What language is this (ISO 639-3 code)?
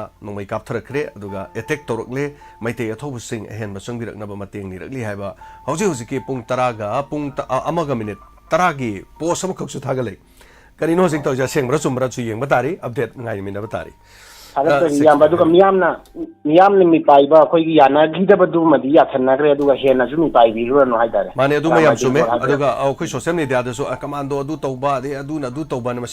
mni